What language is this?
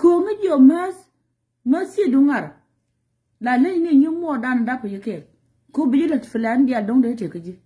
Nuer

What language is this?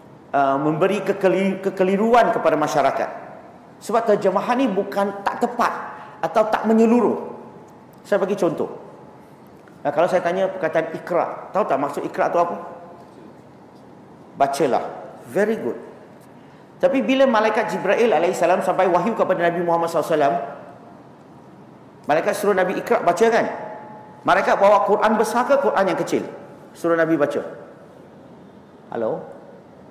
Malay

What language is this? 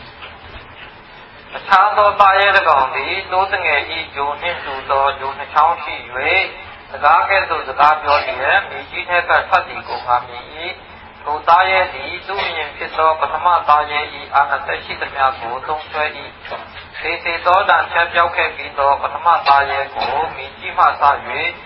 Burmese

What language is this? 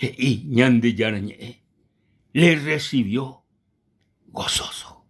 Guarani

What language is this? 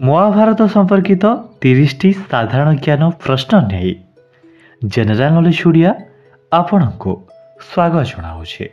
Odia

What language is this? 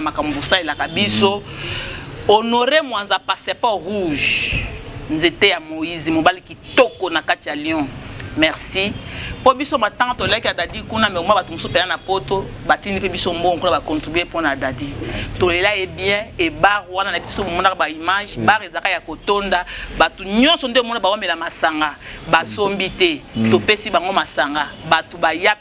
Lingala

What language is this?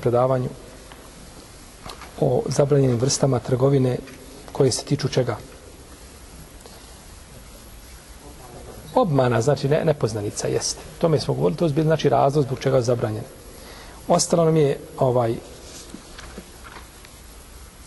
Bosnian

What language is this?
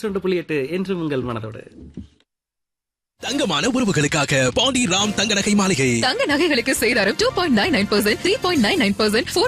Tamil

